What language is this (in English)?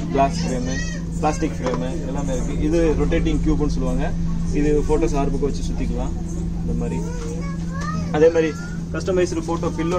Tamil